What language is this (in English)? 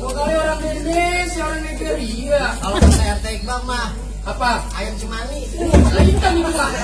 Betawi